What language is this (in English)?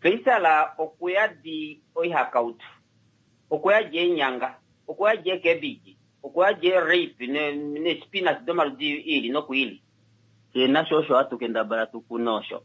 Kuanyama